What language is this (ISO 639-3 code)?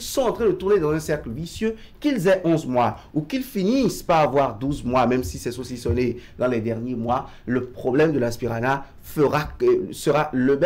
fra